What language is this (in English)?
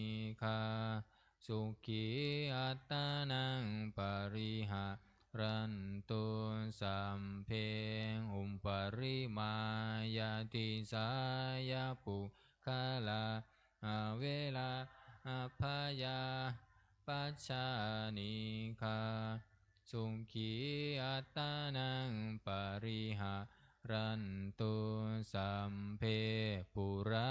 Pali